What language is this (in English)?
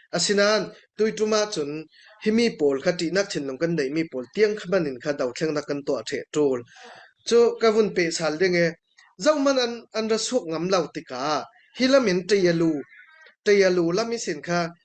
Falam Chin